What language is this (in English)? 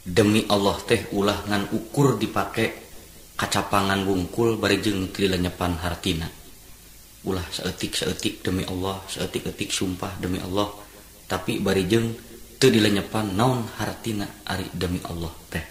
Sundanese